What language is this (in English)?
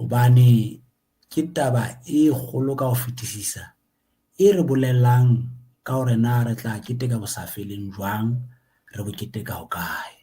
Southern Sotho